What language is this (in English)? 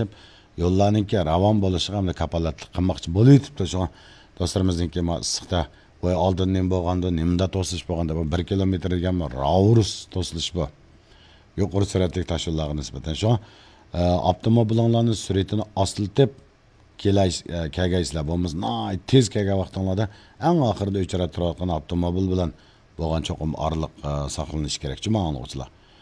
Uyghur